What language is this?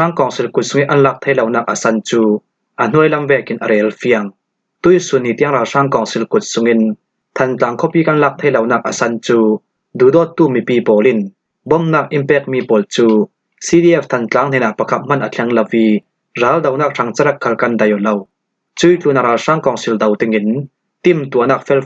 Falam Chin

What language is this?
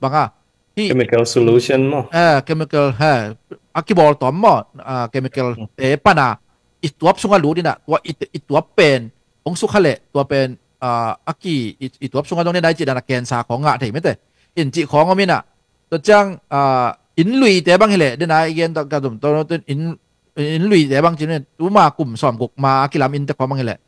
Tedim Chin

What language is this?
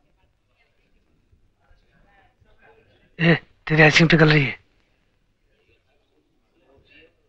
Hindi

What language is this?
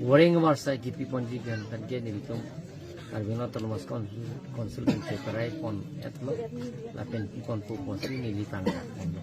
Karbi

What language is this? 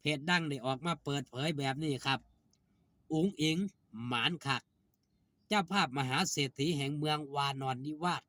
Northeastern Thai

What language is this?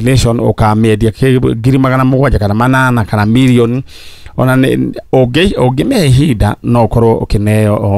Kikuyu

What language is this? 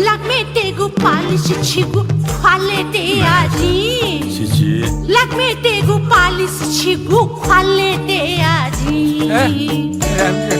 Newari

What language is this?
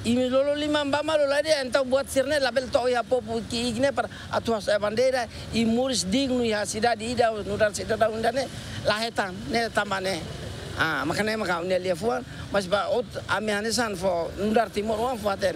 Tetum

